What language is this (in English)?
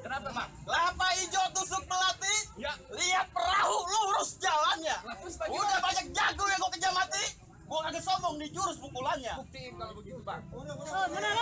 Betawi